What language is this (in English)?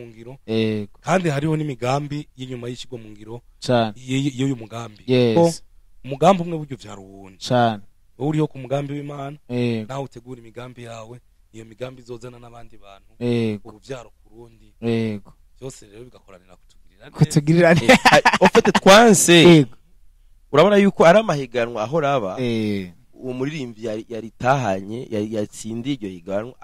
Rundi